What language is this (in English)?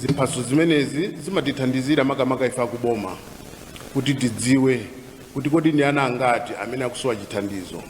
Nyanja